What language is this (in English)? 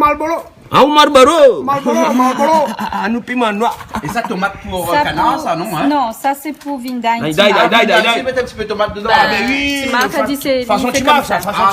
Réunion Creole French